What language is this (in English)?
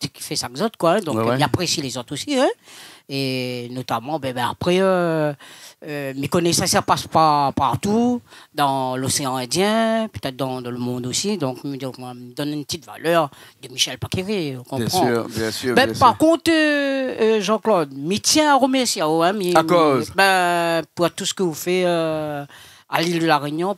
Réunion Creole French